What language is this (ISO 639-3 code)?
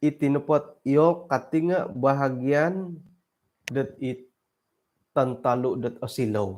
dtp